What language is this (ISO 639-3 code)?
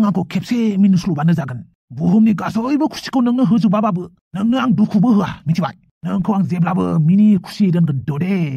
brx